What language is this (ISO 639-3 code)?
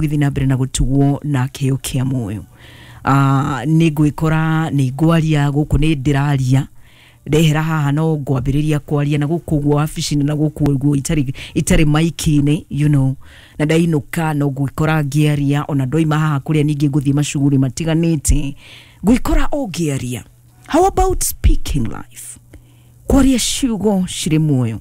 kik